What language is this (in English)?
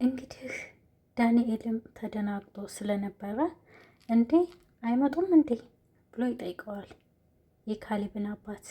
Amharic